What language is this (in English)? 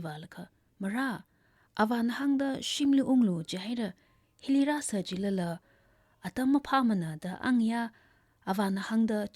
Tangkhul Naga (India)